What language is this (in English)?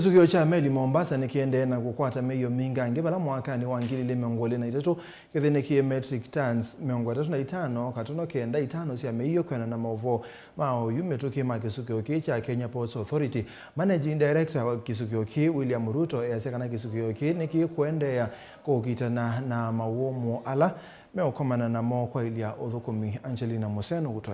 Kamba